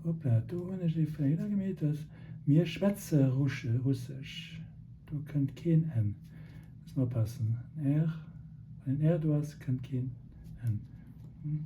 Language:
Luxembourgish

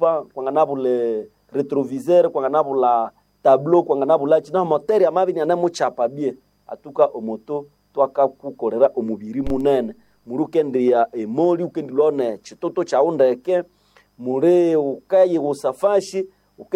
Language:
Nande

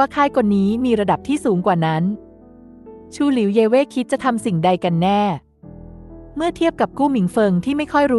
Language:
Thai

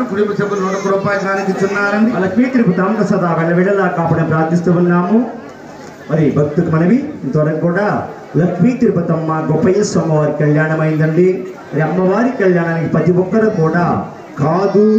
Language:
Telugu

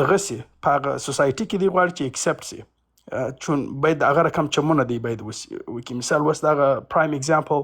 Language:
Pashto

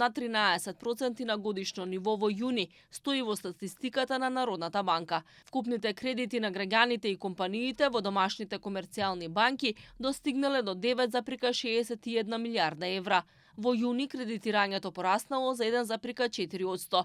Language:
Macedonian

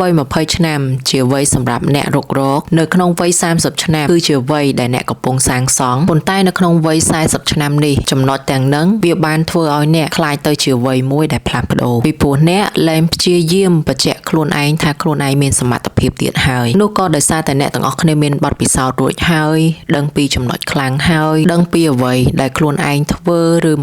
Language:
Khmer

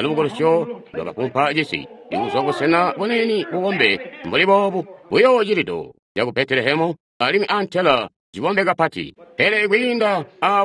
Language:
Tonga (Zambia)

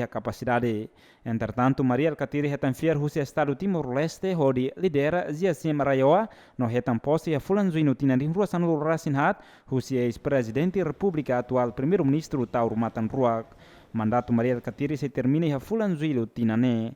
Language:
Tetum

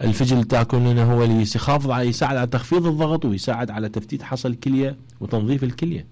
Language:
Mesopotamian Arabic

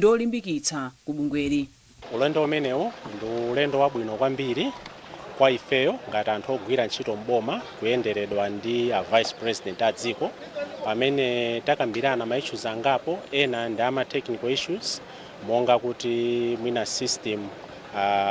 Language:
Nyanja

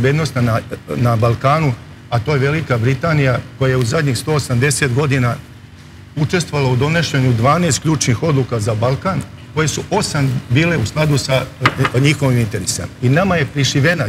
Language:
Serbian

